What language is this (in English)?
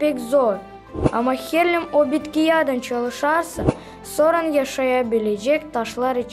Gagauz